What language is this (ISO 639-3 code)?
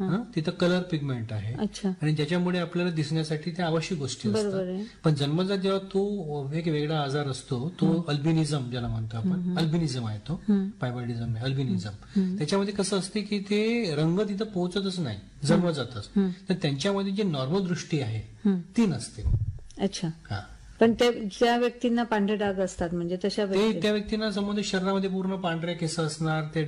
mar